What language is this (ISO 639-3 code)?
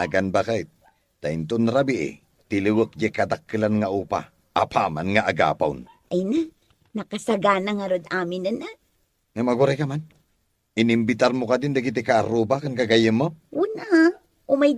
ilo